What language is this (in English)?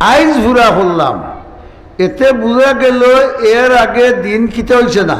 Sylheti